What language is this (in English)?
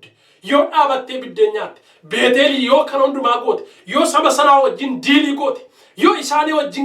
Oromo